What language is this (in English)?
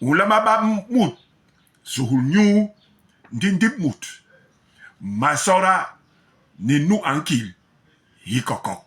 Basaa